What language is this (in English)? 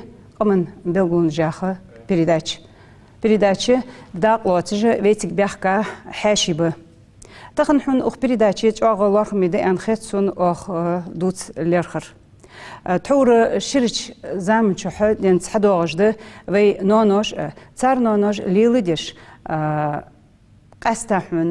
Ingush